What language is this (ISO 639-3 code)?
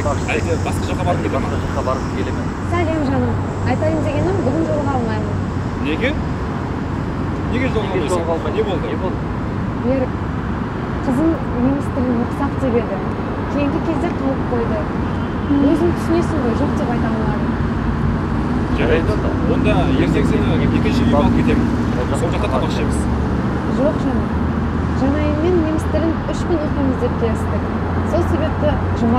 kaz